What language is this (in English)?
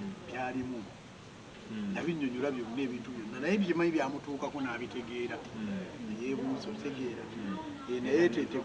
Ganda